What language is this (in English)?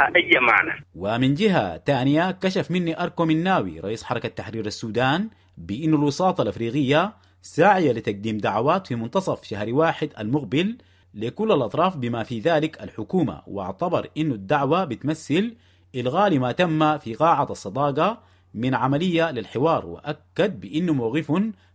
Sudanese Arabic